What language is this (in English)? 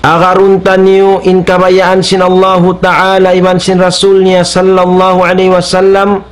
Tausug